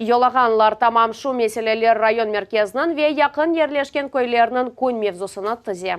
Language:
Crimean Tatar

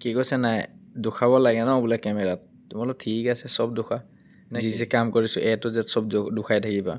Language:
Assamese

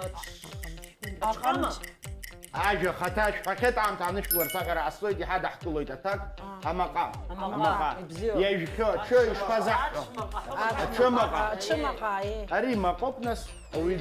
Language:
Abkhazian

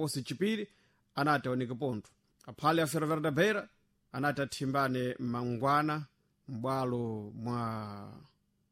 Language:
Sena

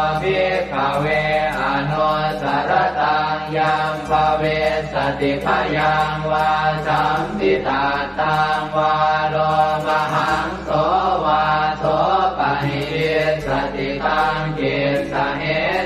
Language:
Pali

